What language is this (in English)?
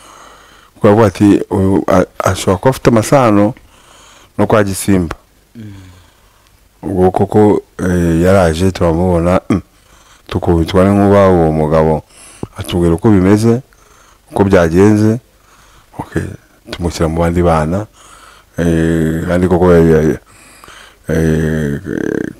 Kinyarwanda